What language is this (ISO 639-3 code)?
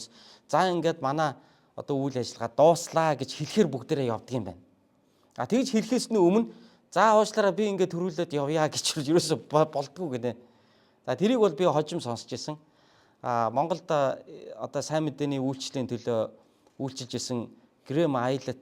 mon